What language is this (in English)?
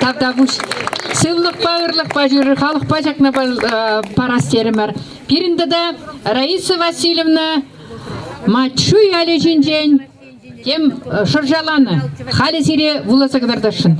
Chuvash